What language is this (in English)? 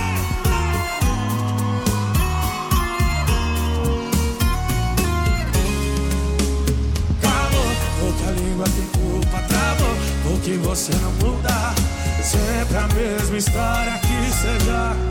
Portuguese